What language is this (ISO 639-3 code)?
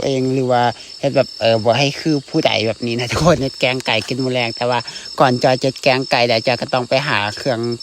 lao